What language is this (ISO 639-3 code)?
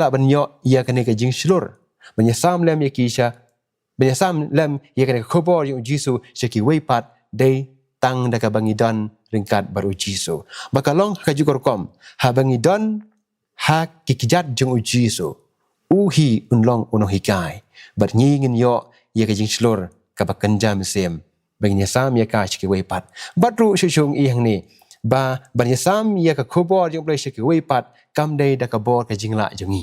kha